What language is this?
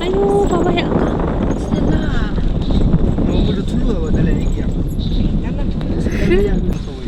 Yimchungru Naga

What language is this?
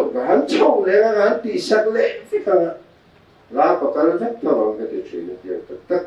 Mizo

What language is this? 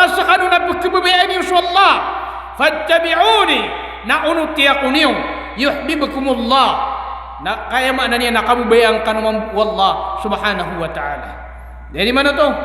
Maranao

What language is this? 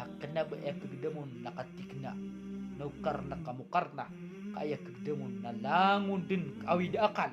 Maranao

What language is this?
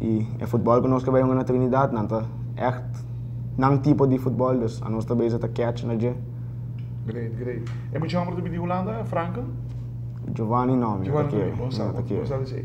Papiamento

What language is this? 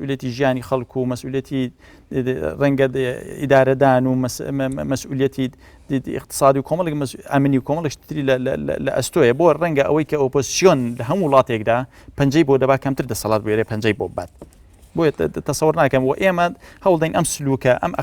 Central Kurdish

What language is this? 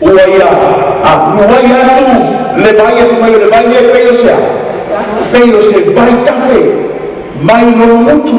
Samoan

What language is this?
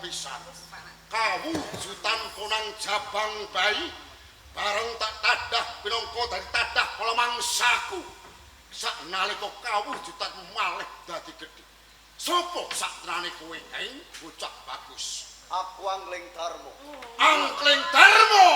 Javanese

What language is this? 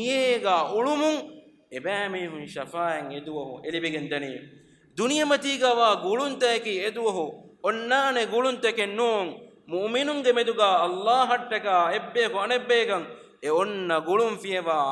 Divehi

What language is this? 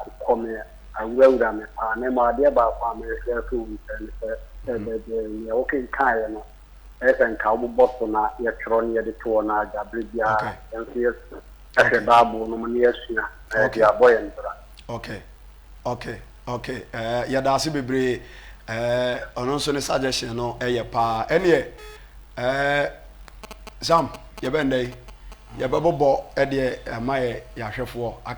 Akan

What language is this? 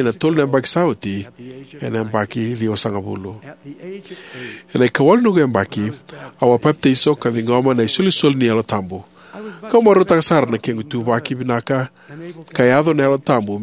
Fijian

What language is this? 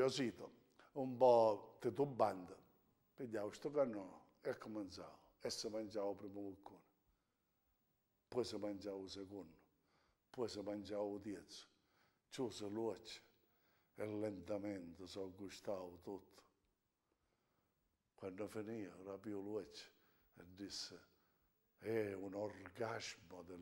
Italian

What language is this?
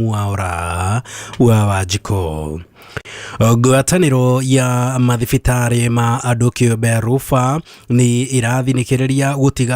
Kikuyu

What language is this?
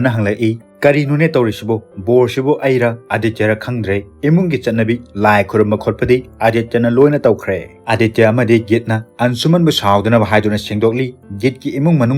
Manipuri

